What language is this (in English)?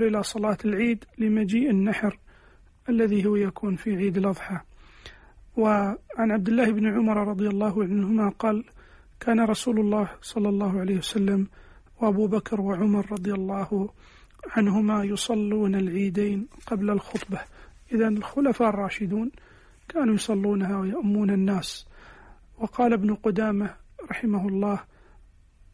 Arabic